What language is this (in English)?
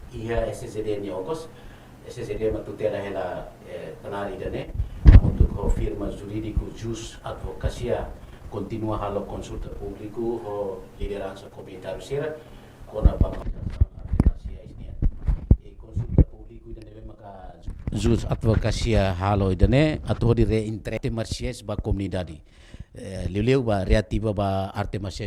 Tetum